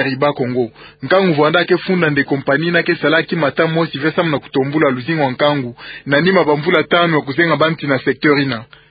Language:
Kituba (Democratic Republic of Congo)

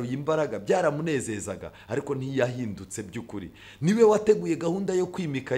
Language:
Kinyarwanda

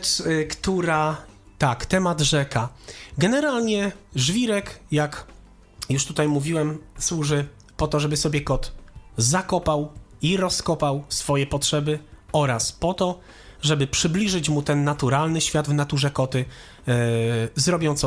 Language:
Polish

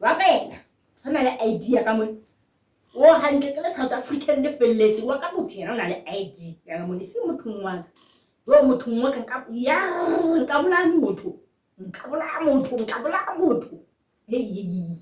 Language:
Southern Sotho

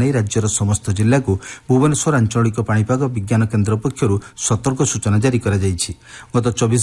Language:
Odia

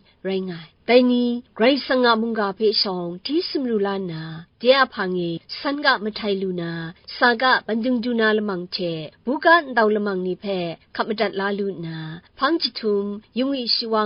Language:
Kachin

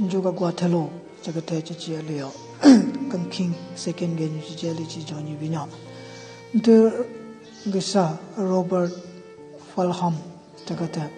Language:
Southern Rengma Naga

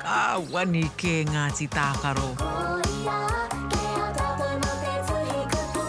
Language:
Māori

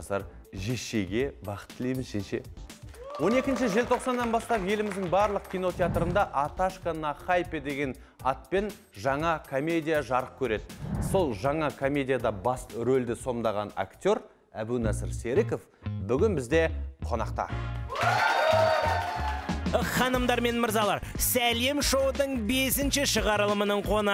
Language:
Kazakh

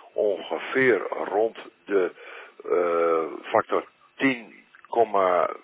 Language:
Dutch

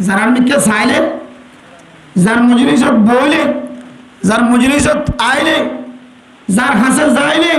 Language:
Rohingya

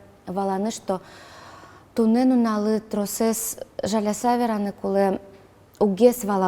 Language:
Udmurt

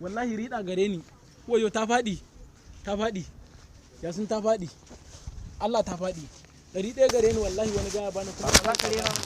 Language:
Hausa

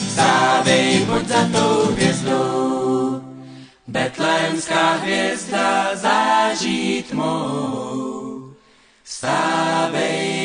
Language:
Czech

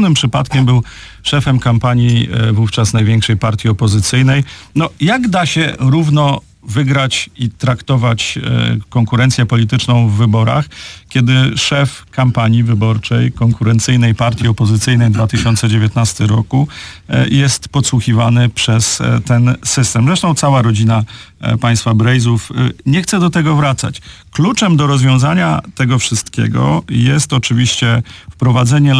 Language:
Polish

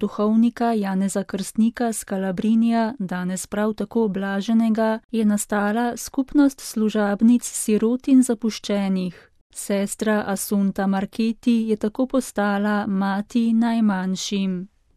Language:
Slovenian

